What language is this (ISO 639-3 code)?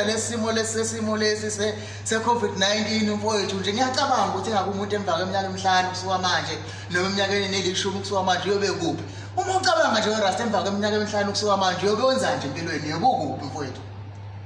zul